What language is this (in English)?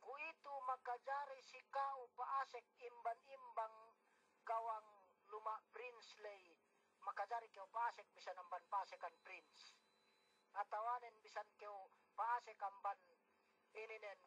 Yakan